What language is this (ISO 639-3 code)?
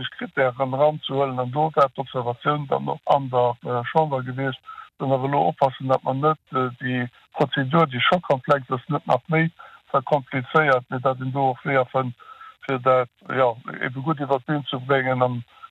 ltz